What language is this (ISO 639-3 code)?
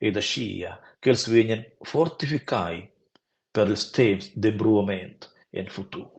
roh